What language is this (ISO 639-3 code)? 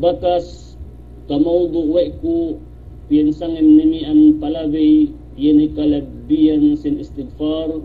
yka